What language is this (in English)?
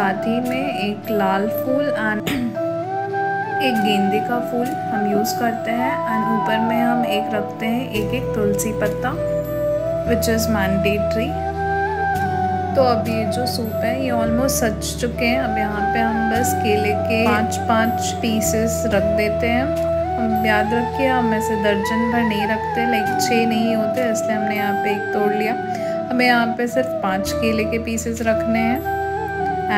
Hindi